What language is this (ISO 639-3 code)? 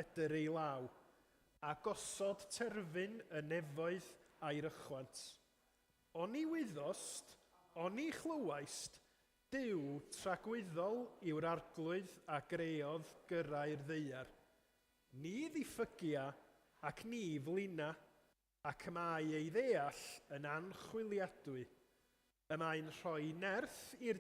cym